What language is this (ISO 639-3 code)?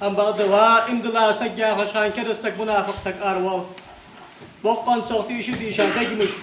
inh